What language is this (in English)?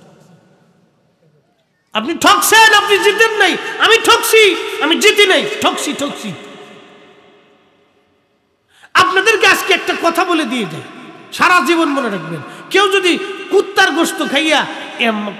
Bangla